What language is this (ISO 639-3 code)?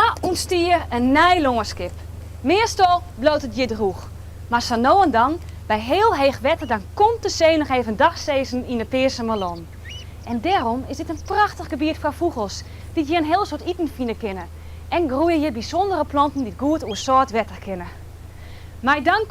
fry